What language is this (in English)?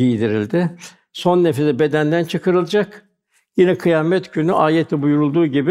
Turkish